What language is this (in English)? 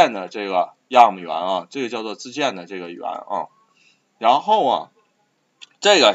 Chinese